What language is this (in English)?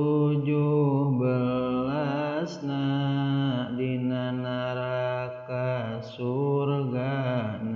Sundanese